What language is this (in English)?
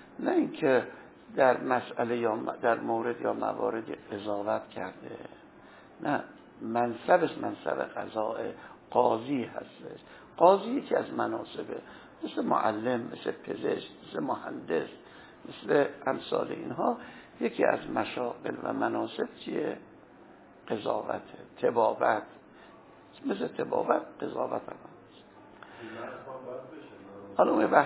Persian